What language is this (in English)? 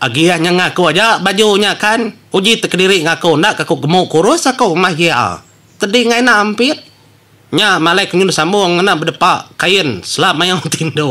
Iban